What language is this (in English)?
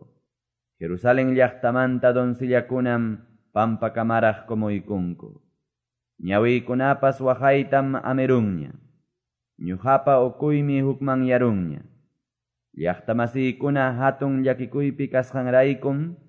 Quechua